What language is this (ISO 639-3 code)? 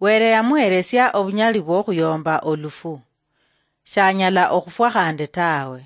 luy